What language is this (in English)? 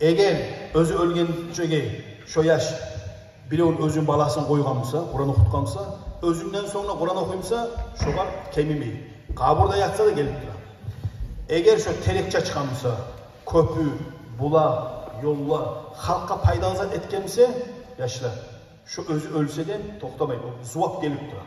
Kumyk